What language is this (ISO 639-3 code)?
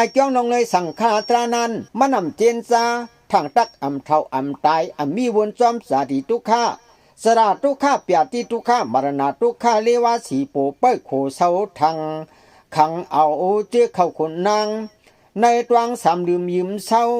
shn